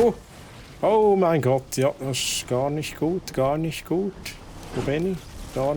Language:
Swiss German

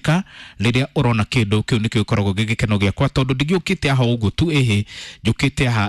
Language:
Kikuyu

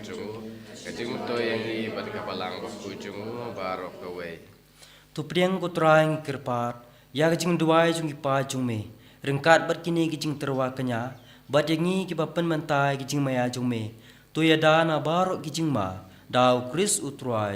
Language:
Khasi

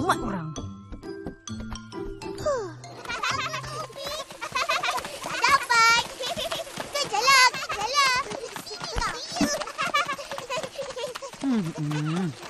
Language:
Malay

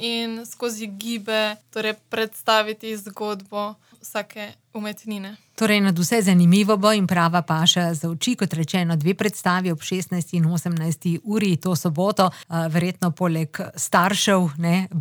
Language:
Slovenian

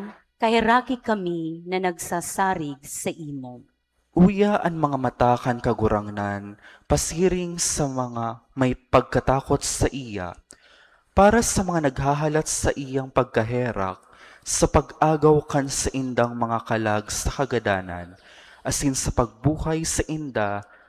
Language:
Bikol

